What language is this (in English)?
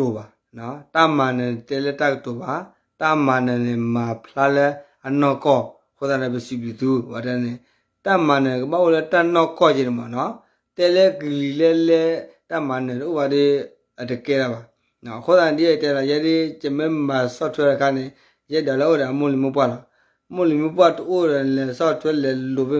S'gaw Karen